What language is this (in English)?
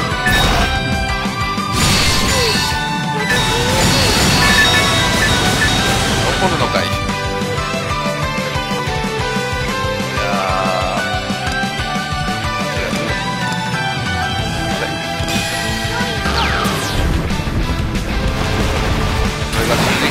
Japanese